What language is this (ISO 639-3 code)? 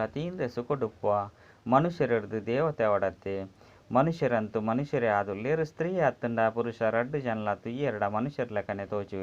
tcy